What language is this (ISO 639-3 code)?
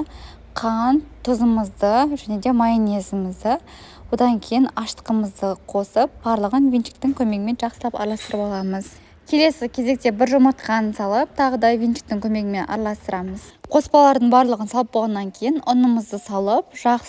kaz